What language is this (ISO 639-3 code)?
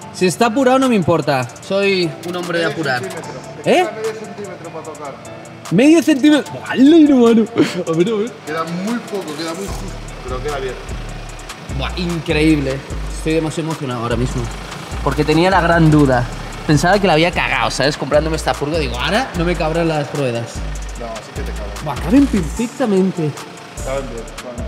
spa